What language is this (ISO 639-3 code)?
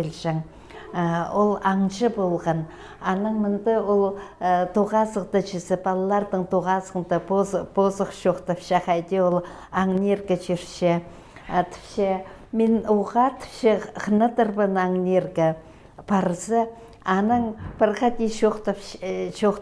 kjh